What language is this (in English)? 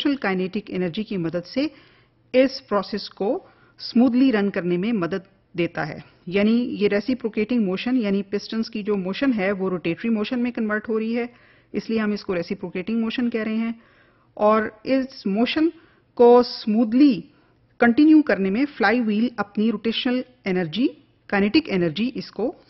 Hindi